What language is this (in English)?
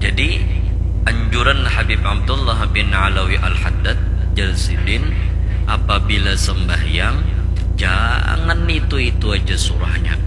Banjar